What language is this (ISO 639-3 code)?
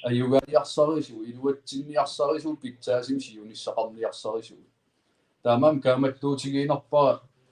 kal